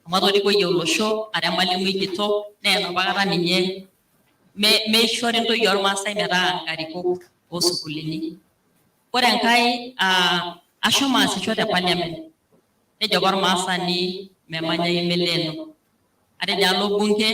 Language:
Masai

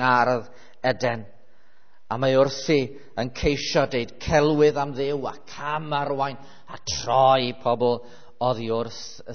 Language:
Welsh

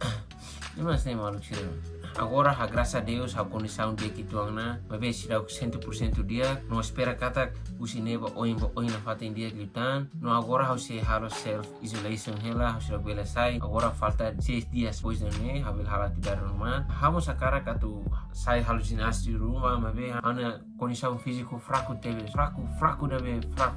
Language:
Tetum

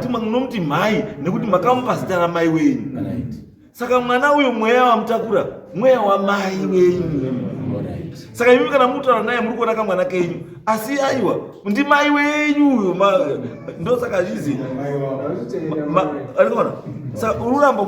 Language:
Shona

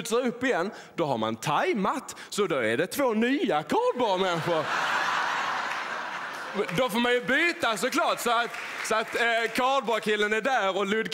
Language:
Swedish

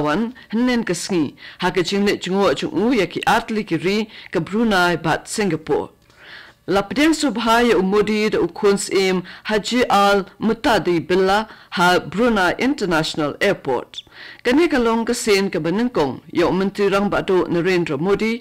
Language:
Khasi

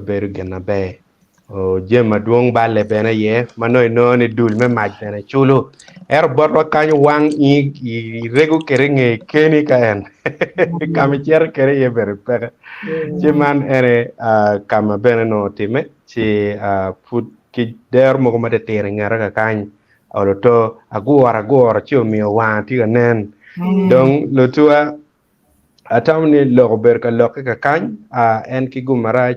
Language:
Acoli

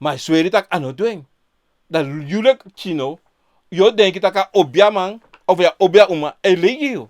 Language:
Sranan Tongo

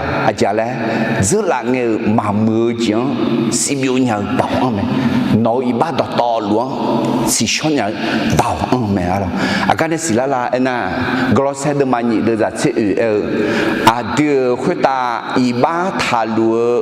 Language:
Akha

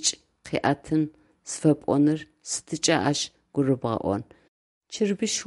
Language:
Adyghe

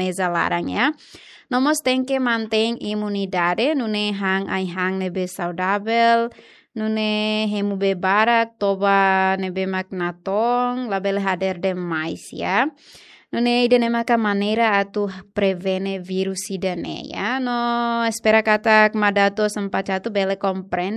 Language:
Tetum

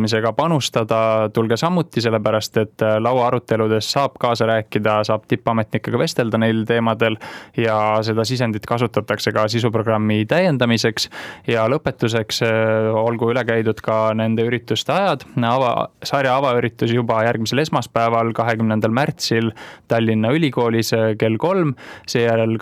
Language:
Estonian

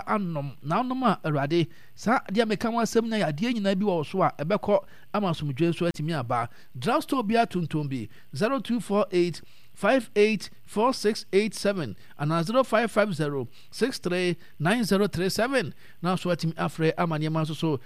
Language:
Akan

